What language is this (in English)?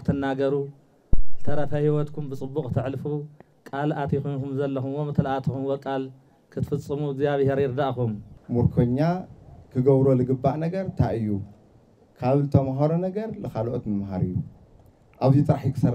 Tigrinya